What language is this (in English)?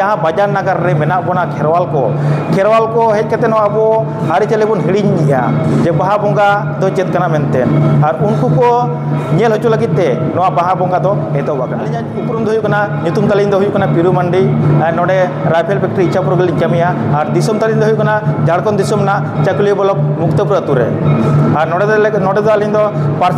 Santali